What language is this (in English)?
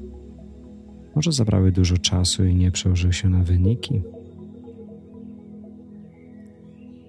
Polish